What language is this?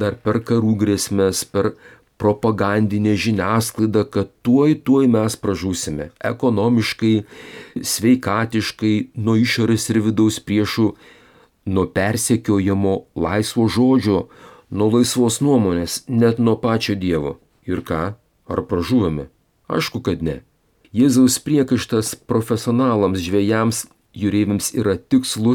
Lithuanian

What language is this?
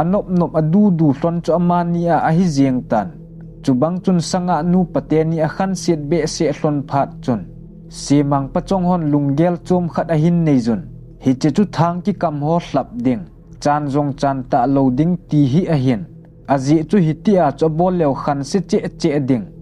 Thado Chin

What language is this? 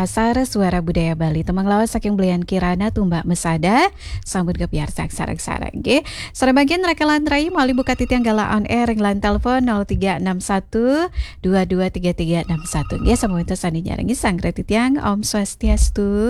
Balinese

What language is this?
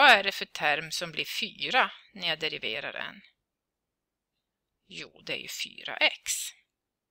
Swedish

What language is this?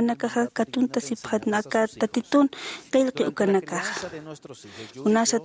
Aymara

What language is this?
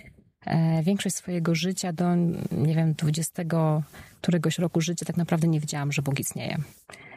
Polish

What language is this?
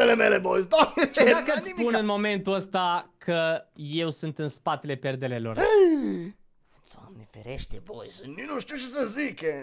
Romanian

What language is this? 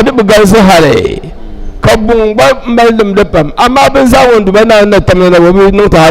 Dagbani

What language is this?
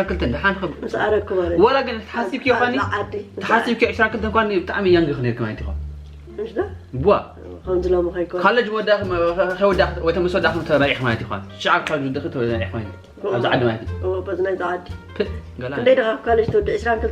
Tigrinya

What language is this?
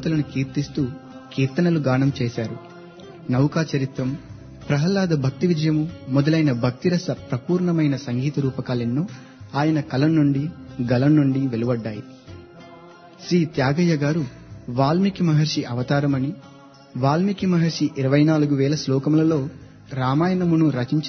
Telugu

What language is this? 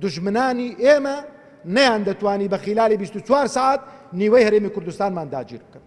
Central Kurdish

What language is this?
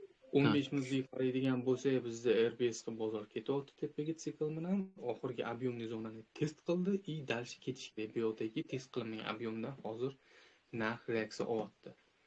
Uzbek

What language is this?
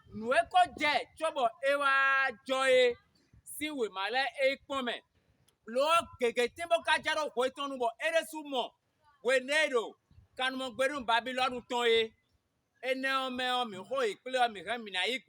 Fon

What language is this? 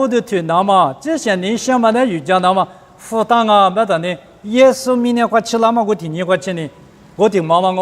Lisu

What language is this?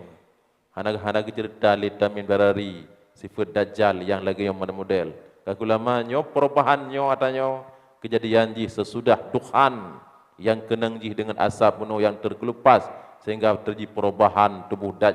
Achinese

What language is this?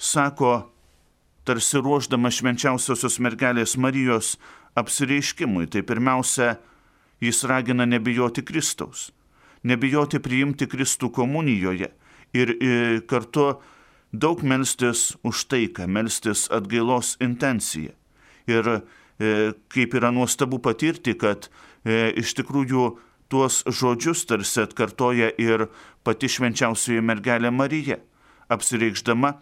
Lithuanian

